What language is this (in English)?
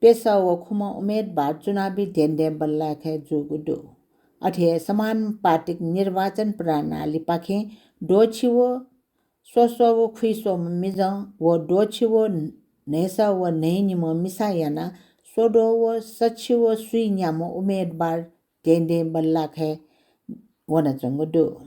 Newari